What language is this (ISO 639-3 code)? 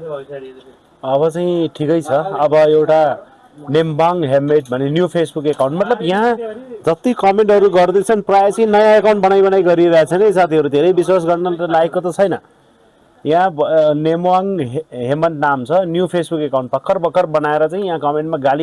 nep